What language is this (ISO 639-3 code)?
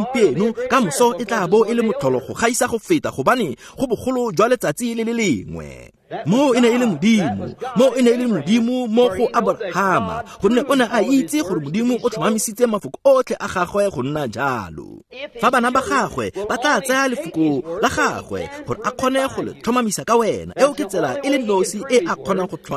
tsn